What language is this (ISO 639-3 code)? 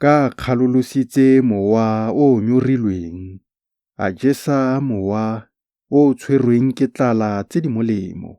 tsn